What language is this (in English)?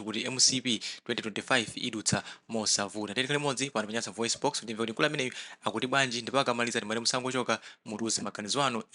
Nyanja